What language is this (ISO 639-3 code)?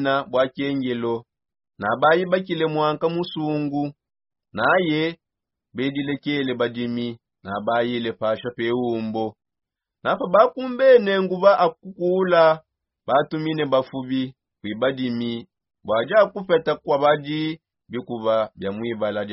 sop